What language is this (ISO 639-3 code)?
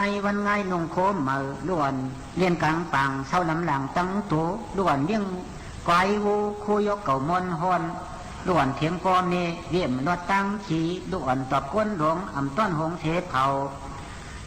shn